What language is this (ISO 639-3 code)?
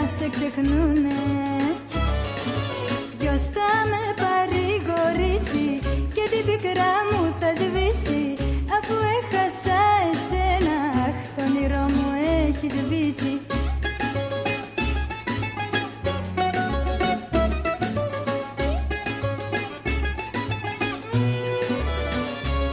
ell